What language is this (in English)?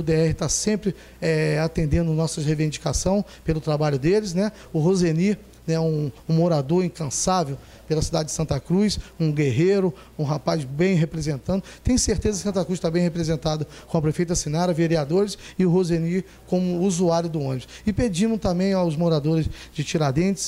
Portuguese